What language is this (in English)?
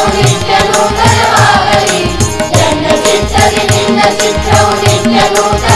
Kannada